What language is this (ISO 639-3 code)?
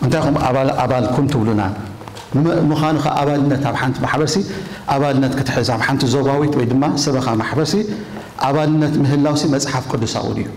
tir